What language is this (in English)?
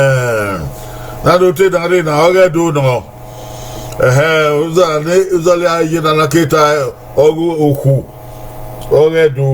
Bini